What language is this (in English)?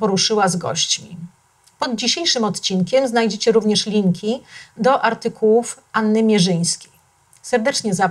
Polish